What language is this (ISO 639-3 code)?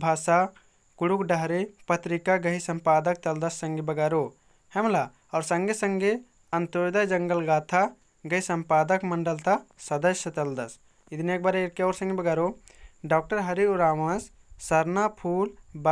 kru